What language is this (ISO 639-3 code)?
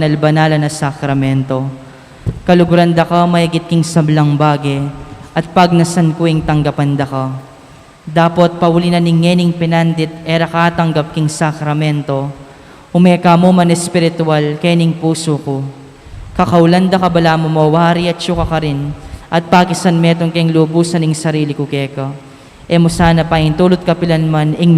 pam